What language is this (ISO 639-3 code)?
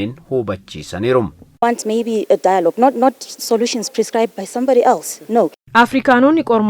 orm